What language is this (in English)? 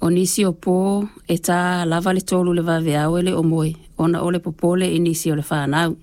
Samoan